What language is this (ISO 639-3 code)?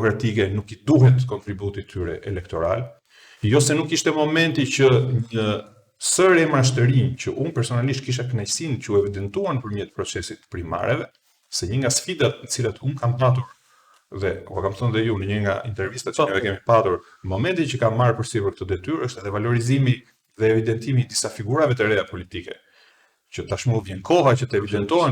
sqi